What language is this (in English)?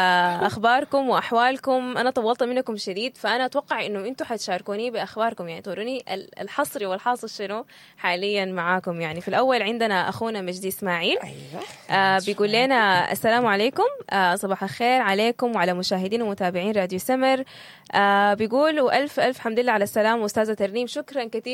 Sudanese Arabic